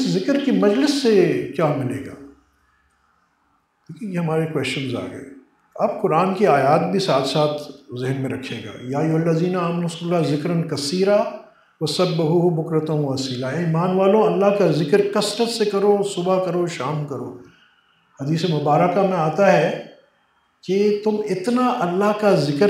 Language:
Urdu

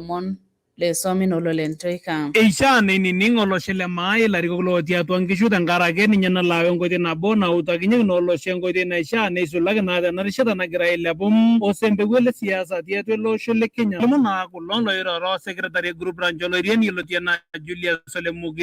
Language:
Masai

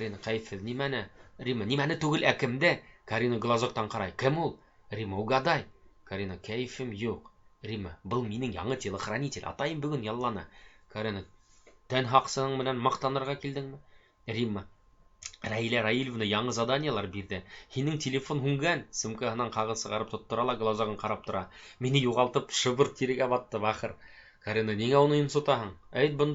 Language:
Bashkir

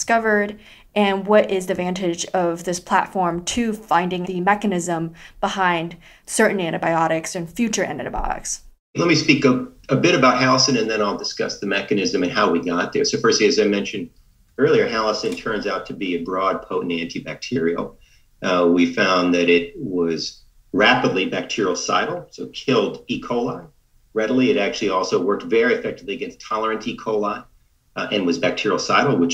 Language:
English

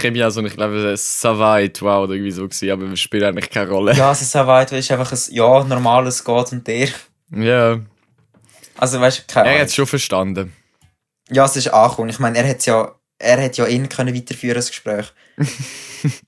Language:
Swiss German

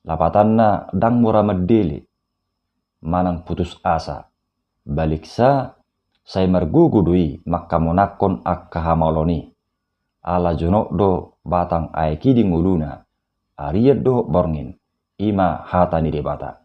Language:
Batak Toba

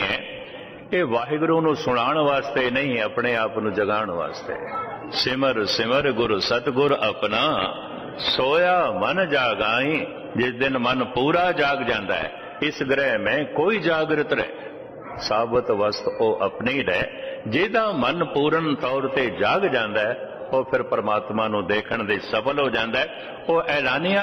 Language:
Punjabi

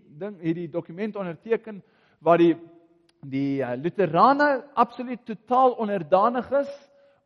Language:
Afrikaans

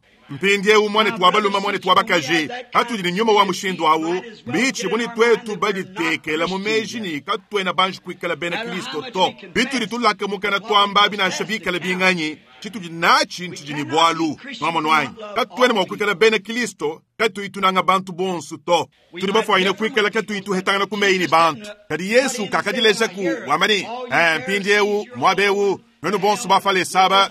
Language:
Luba-Lulua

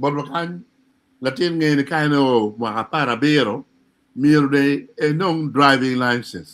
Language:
Acoli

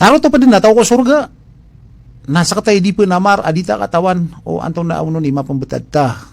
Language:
Maranao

